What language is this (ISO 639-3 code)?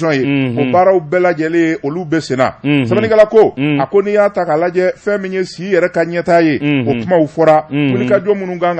bam